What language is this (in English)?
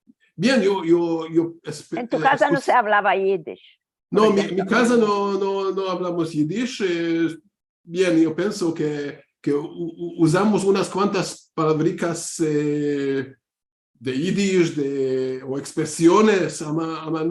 Ladino